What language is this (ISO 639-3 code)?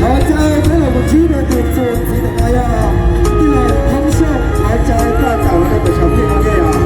hmn